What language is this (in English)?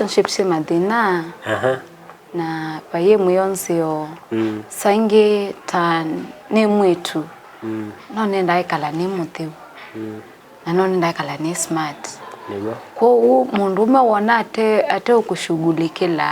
Kamba